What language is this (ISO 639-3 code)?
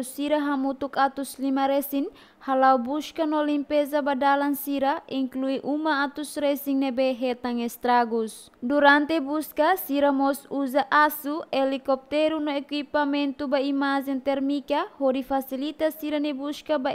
tet